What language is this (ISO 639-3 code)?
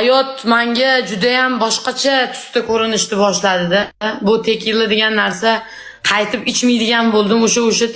uzb